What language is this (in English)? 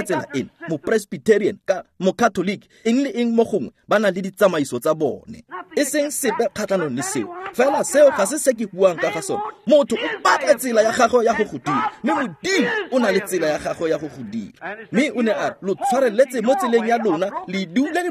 Tswana